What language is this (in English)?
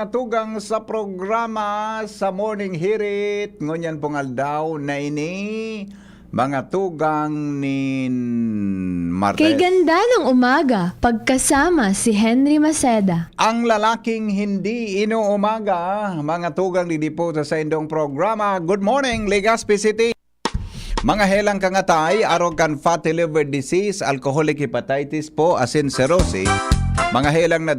Bikol